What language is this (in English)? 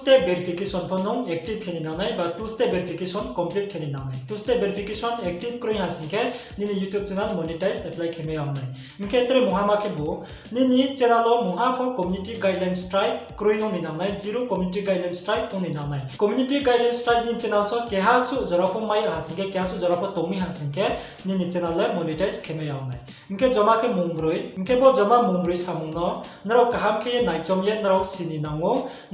Riang (India)